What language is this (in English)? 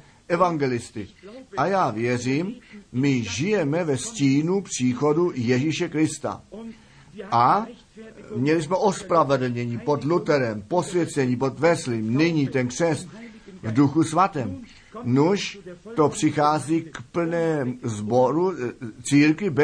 Czech